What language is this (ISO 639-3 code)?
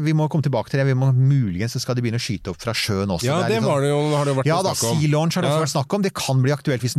nor